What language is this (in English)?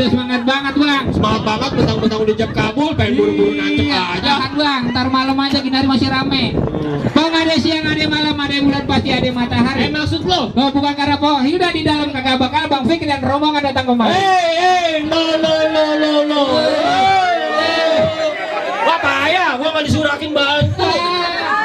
Betawi